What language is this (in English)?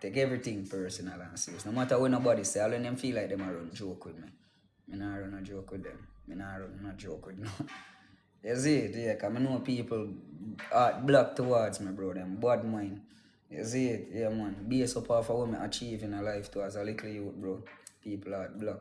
Jamaican Creole English